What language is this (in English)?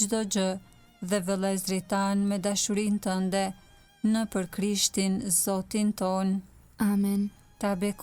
Albanian